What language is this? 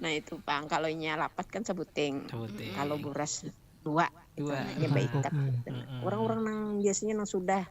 Banjar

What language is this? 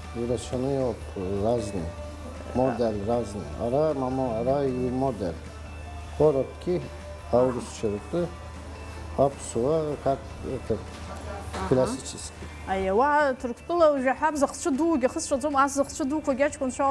Abkhazian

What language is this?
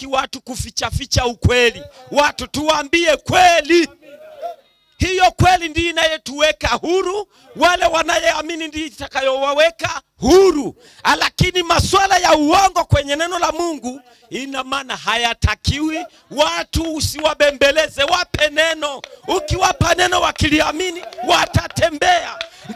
Swahili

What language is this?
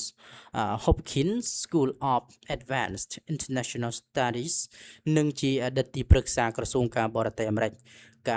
Khmer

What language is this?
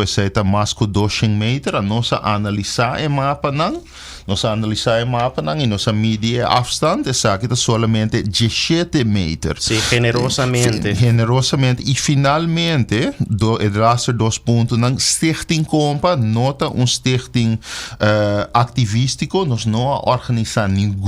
Papiamento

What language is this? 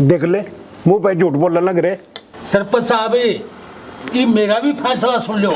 Haryanvi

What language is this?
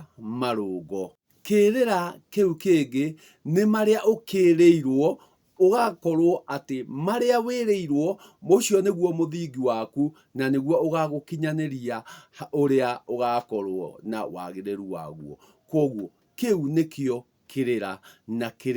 Kikuyu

